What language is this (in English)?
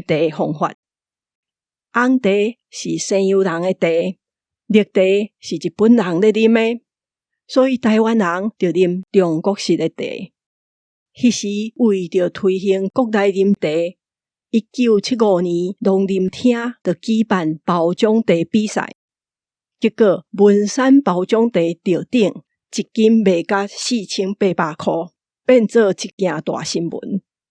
Min Nan Chinese